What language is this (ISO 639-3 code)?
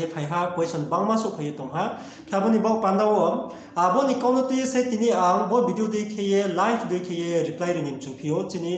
ria